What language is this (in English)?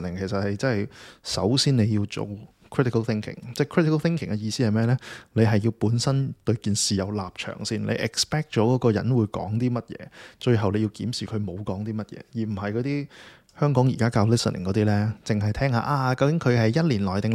Cantonese